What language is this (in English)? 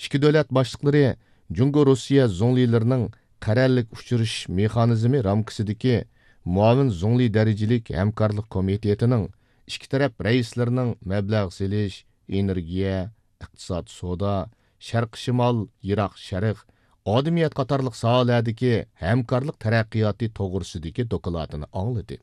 Uyghur